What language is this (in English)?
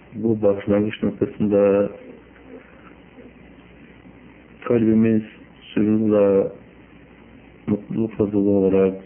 Turkish